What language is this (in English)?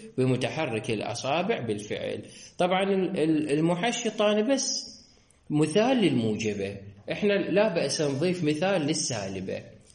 Mesopotamian Arabic